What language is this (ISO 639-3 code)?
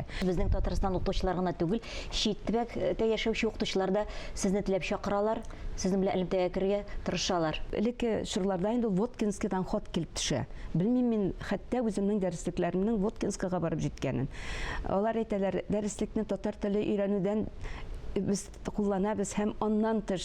tat